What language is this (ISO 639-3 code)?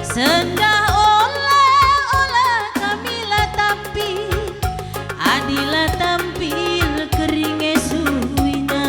btx